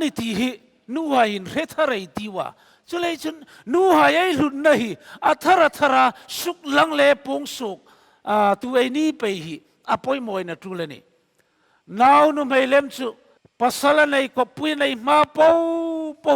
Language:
Hmar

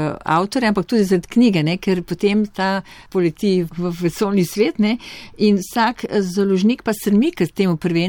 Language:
Slovenian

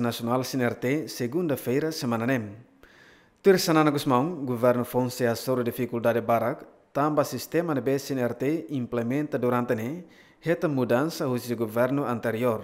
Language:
Tetum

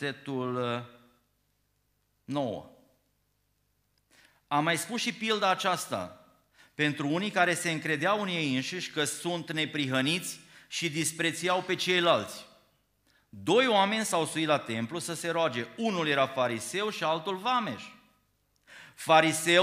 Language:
Romanian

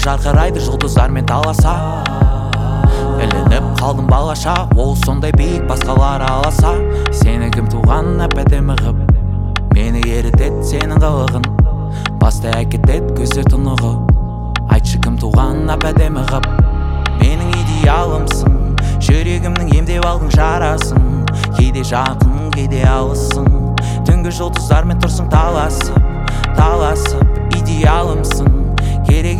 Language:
Kazakh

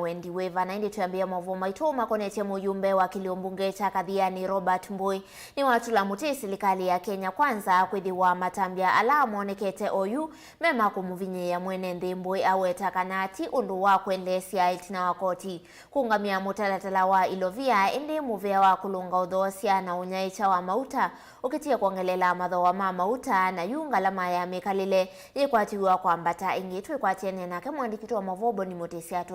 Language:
Kamba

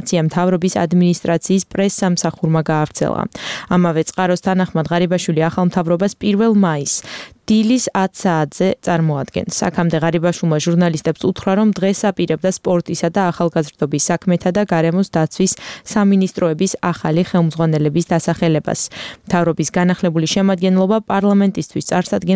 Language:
Georgian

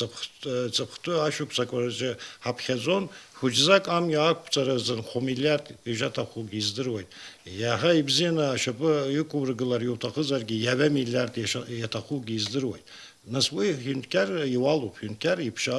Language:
Abkhazian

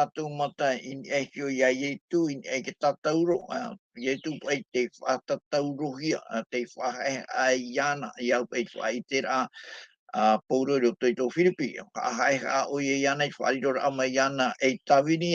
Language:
Tahitian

